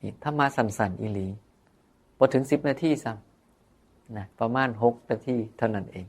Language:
Northeastern Thai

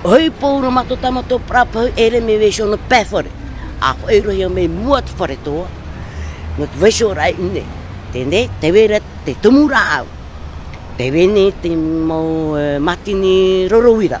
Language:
Tahitian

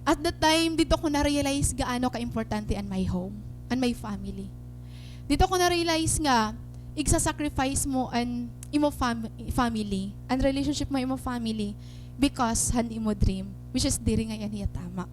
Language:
Waray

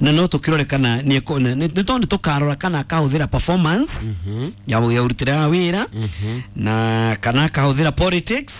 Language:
Kikuyu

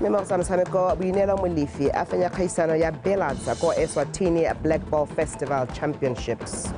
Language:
Tswana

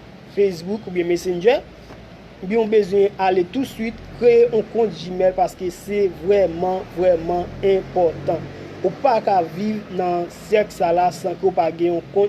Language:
Haitian Creole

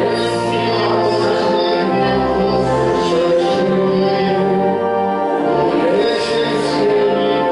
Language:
Polish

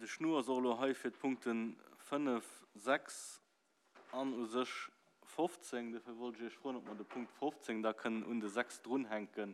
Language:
Luxembourgish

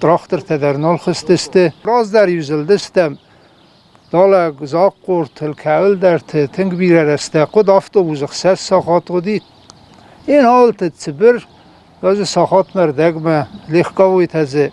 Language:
Ossetic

